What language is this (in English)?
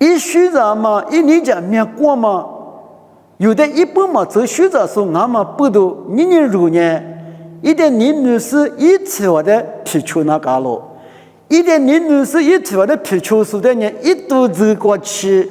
Lisu